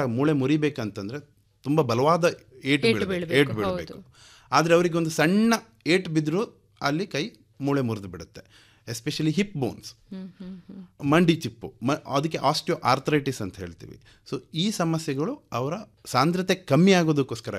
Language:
Kannada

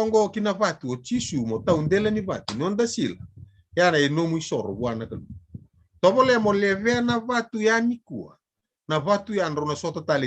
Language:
Fijian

